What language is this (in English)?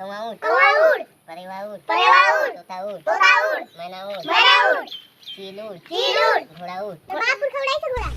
Chhattisgarhi